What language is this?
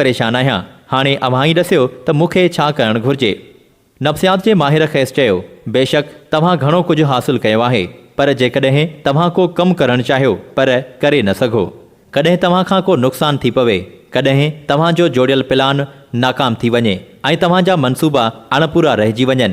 Sindhi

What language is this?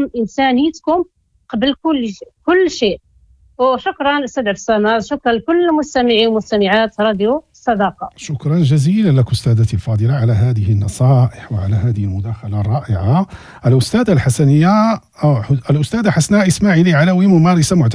Moroccan Arabic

